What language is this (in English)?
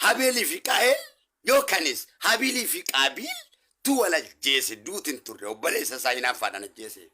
Oromo